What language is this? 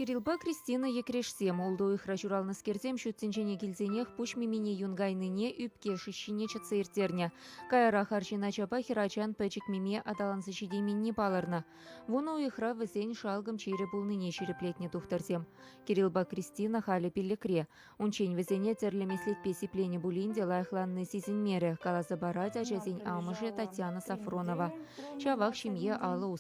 Chuvash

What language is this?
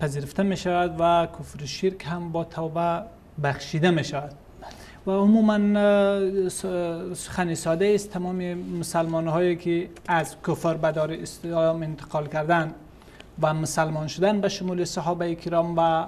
Persian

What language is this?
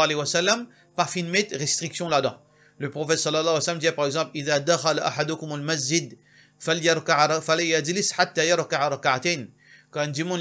Morisyen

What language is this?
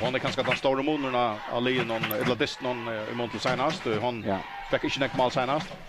Faroese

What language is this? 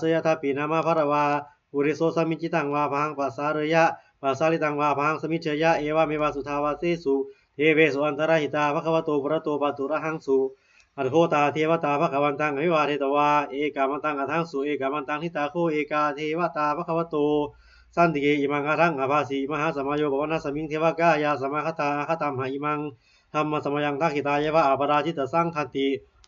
Pali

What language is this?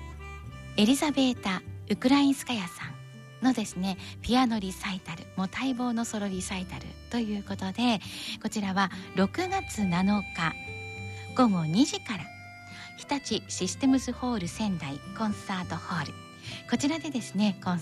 Japanese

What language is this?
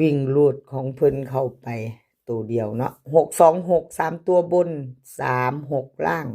Northeastern Thai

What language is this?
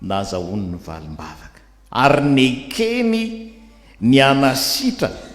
Malagasy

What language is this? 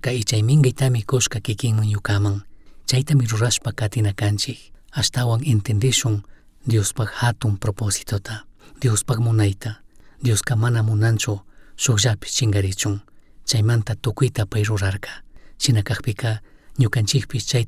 Chimborazo Highland Quichua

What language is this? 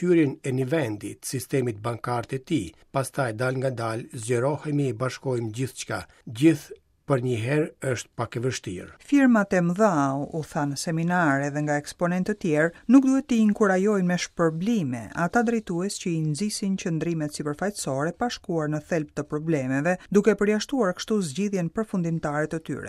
Albanian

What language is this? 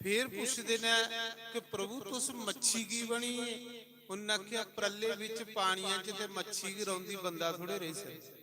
Dogri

